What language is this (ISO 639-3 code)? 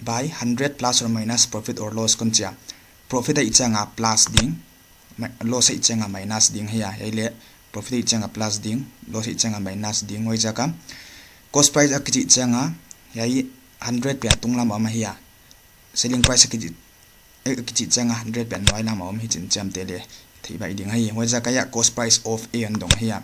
pck